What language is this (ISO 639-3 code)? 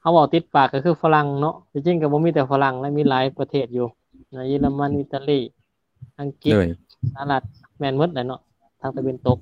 lao